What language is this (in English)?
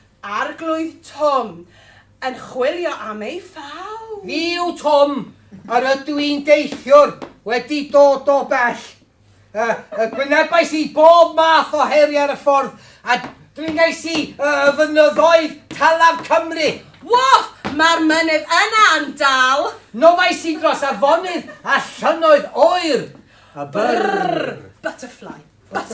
Welsh